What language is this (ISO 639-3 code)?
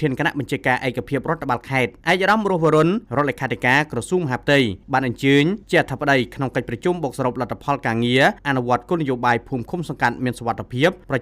khm